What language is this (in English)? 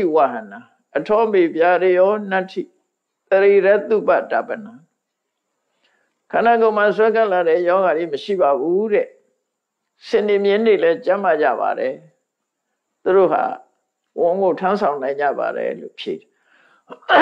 Burmese